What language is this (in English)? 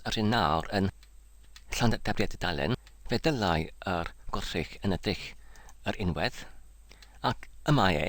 Welsh